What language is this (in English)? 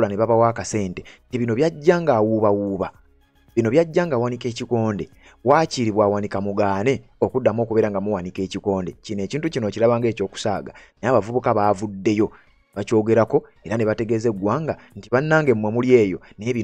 Ganda